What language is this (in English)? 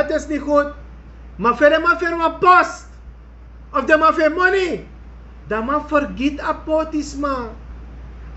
Sranan Tongo